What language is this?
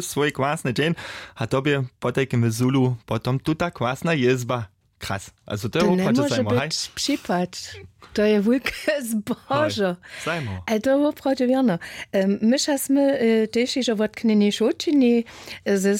Upper Sorbian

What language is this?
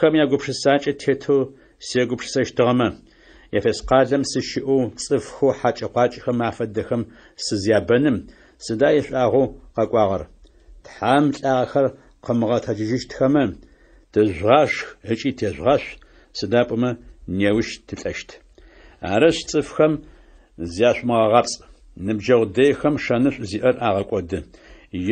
Adyghe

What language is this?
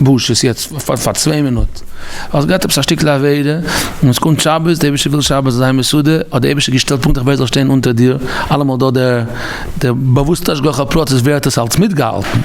Yiddish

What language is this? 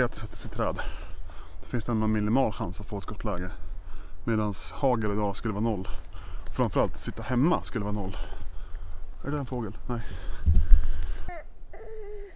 Swedish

